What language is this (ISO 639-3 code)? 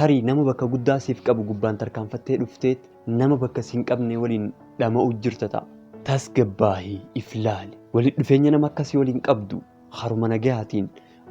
orm